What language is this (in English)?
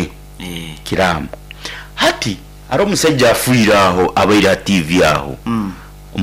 Nyoro